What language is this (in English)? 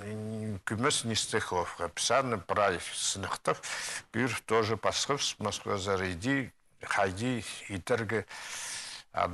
Khakas